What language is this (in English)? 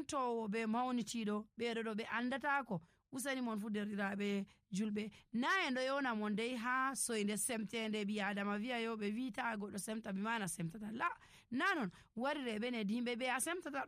Nigerian Fulfulde